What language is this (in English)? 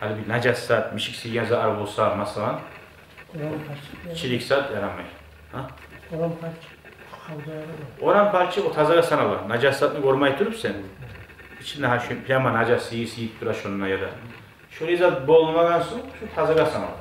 Kumyk